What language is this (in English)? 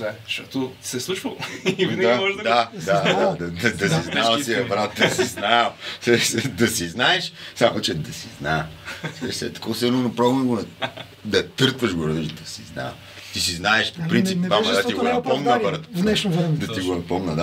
Bulgarian